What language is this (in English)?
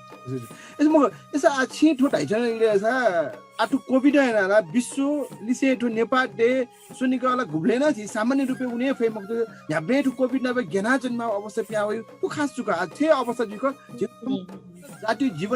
Newari